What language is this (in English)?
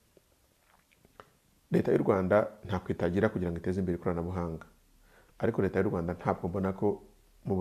Kinyarwanda